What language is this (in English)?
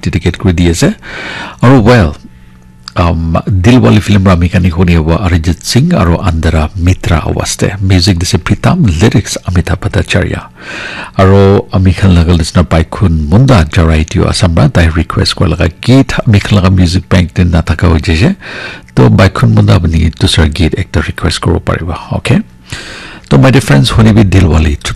Naga Pidgin